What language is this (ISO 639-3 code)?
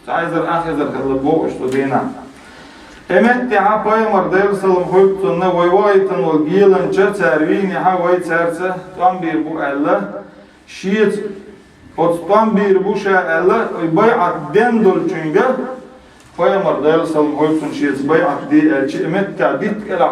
che